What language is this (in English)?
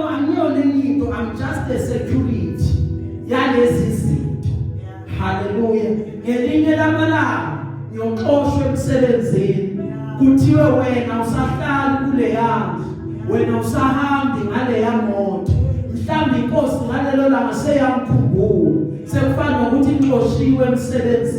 Zulu